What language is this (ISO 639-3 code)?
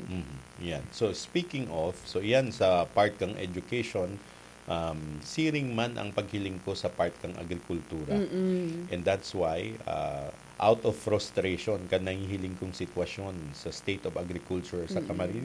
bik